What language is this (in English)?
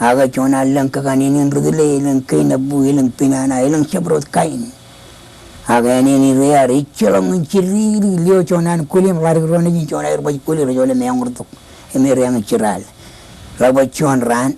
Marshallese